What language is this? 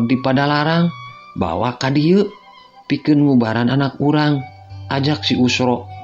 Sundanese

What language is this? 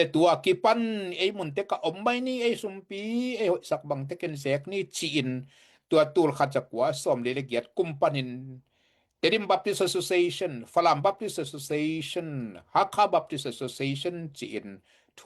Tedim Chin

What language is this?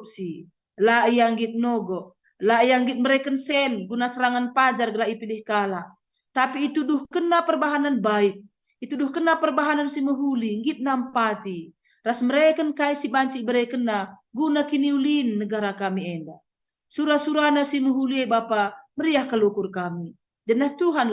Batak Karo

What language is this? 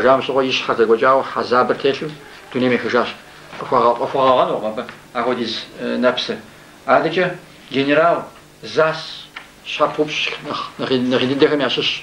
Kabardian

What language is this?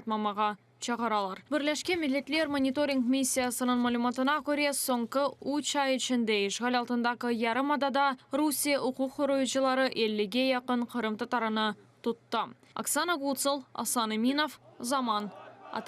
Crimean Tatar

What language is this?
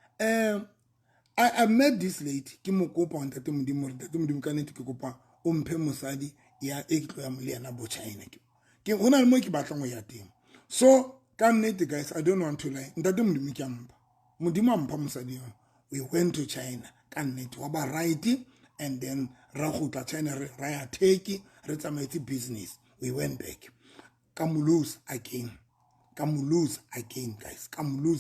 Southern Sotho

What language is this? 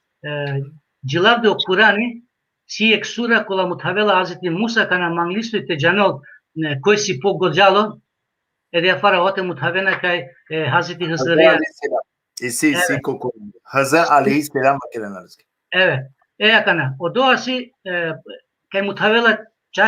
Balkan Romani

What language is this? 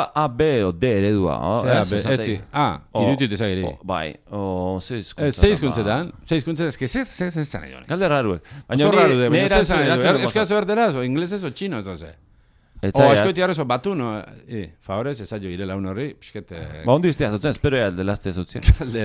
Basque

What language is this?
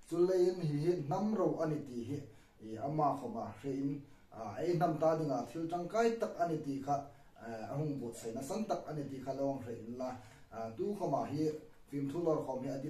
Hmar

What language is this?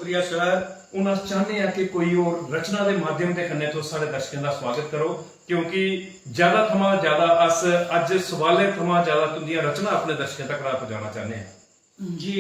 Dogri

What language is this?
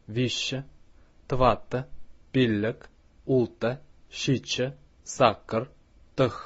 Chuvash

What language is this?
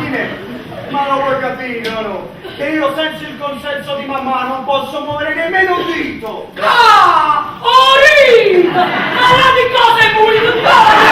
Neapolitan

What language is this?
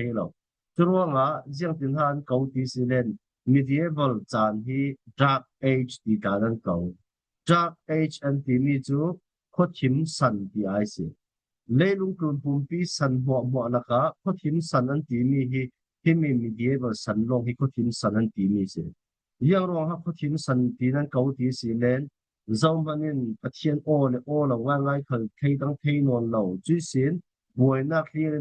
Falam Chin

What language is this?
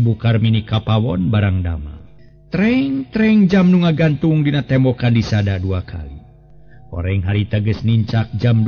Sundanese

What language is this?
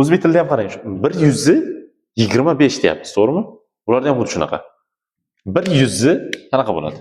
Uzbek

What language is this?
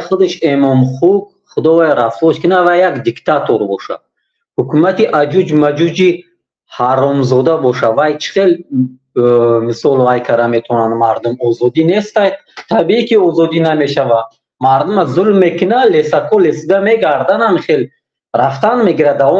Tajik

